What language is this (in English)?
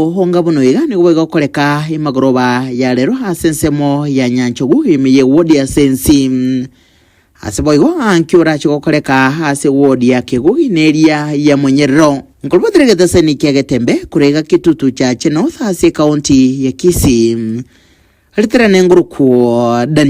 Gusii